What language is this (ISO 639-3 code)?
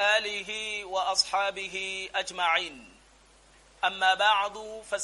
yor